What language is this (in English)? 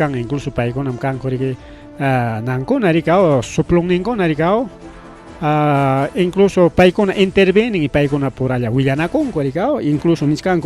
Ayacucho Quechua